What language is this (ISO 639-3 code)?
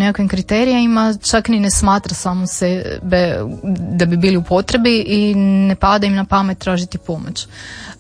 hrv